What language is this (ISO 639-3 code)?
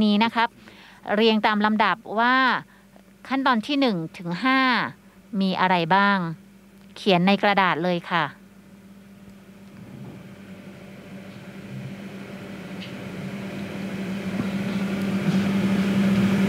tha